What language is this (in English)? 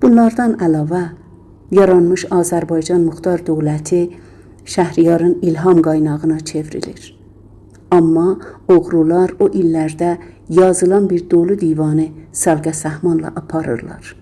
South Azerbaijani